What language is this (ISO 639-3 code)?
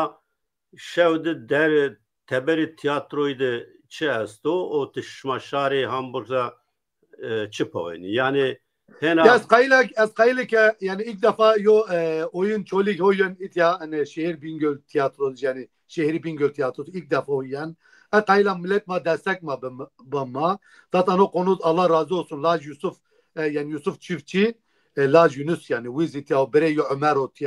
zza